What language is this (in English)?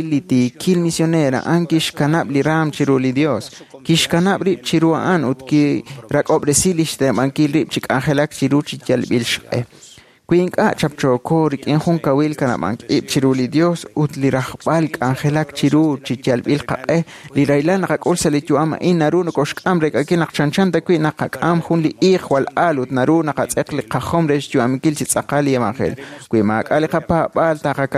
Kekchí